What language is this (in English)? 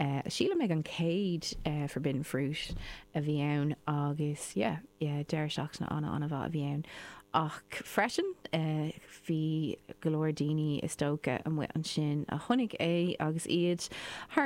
Irish